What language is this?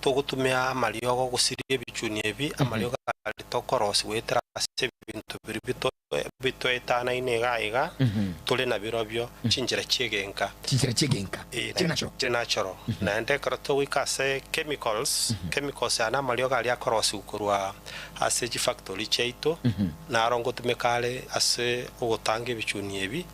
Gusii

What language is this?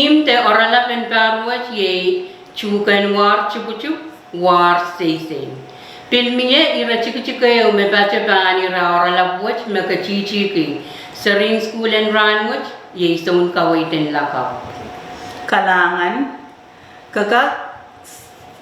Pohnpeian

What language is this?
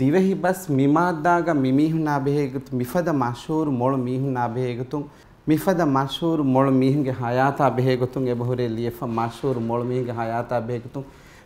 Divehi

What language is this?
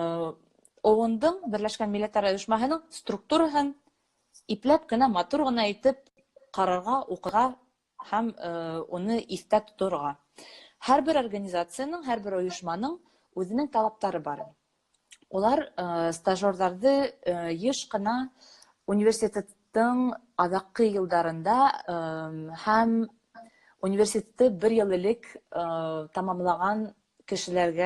Bashkir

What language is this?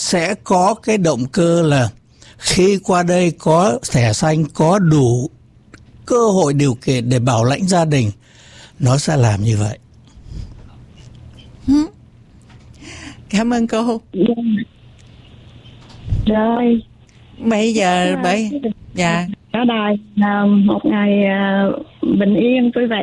Vietnamese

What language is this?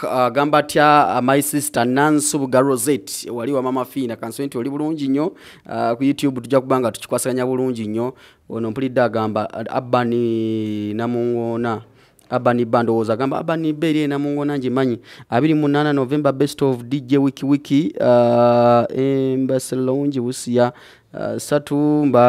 Ganda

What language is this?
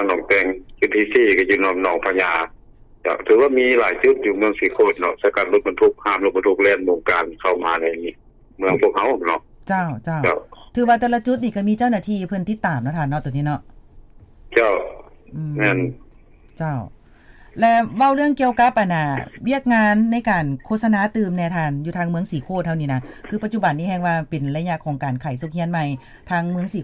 Lao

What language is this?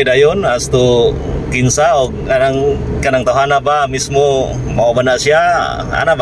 Cebuano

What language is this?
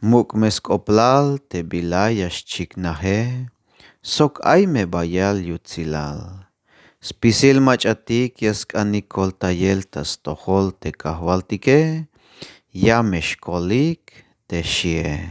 Tzeltal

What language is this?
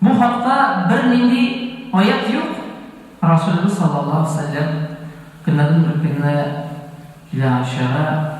Tatar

